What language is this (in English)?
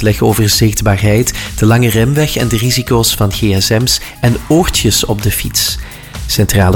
Dutch